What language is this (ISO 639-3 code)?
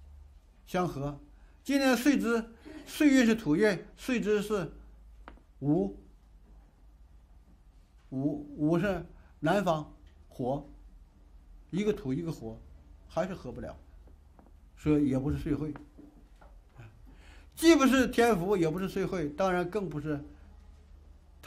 zho